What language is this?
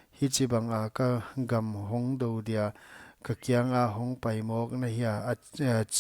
Paite Chin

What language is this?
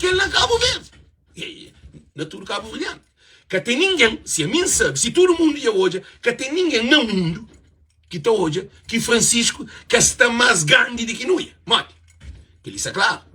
Kabuverdianu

